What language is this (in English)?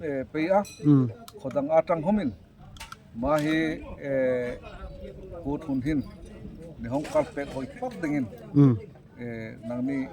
Darlong